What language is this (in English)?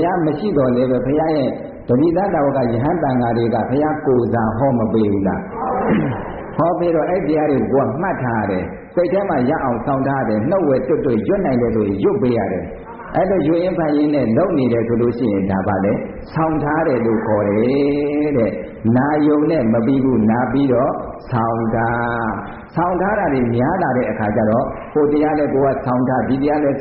Burmese